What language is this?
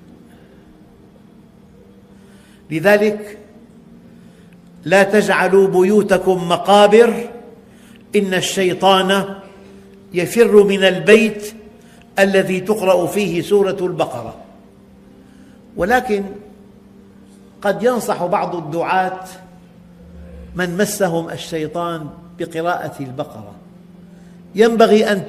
Arabic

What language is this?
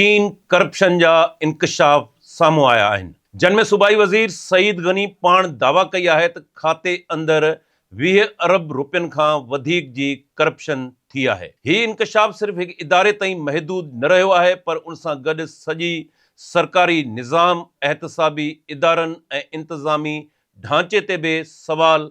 Sindhi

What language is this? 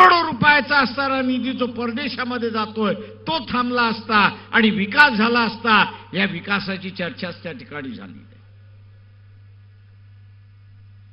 Marathi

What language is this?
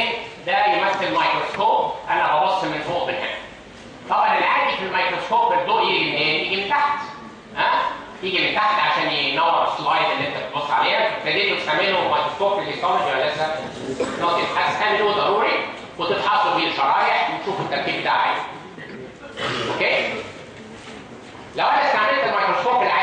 Egyptian Arabic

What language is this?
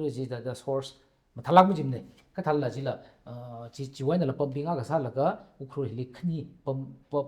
Tangkhul Naga (India)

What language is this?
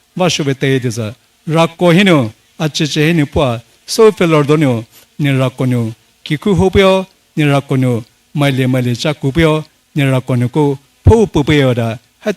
Poumei Naga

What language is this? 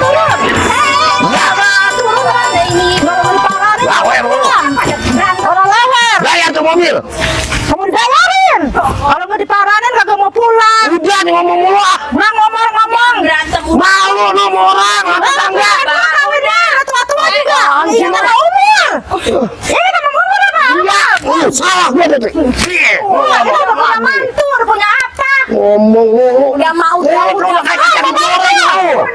Betawi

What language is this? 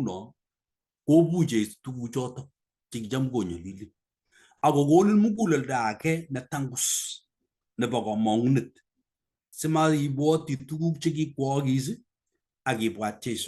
Kalenjin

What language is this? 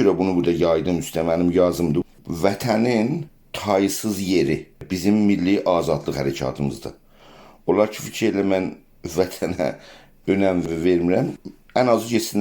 South Azerbaijani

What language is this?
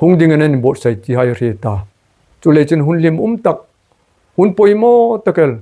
Hmar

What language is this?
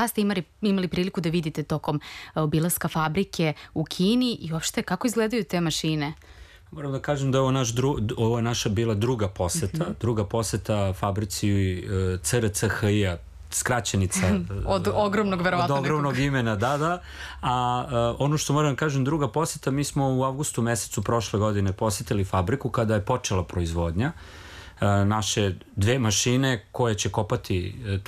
Serbian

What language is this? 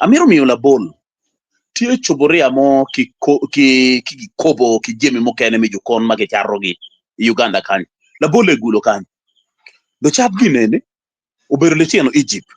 Acoli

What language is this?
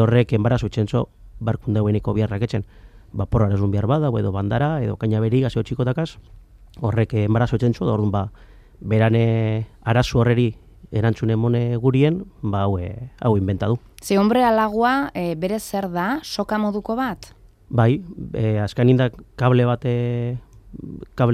Basque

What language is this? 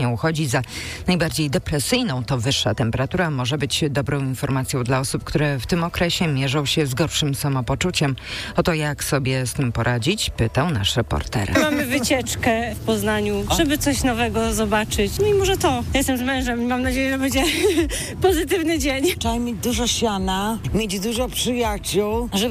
Polish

